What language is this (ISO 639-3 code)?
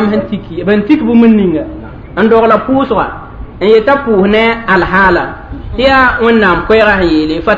mos